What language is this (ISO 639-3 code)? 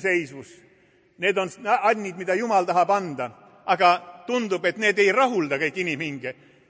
est